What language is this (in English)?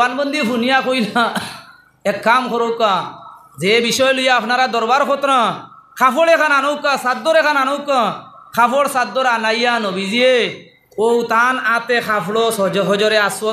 Sylheti